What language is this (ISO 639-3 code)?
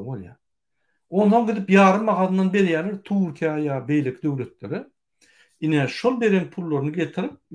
tuk